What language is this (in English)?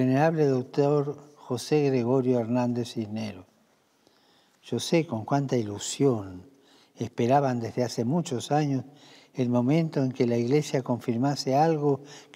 Spanish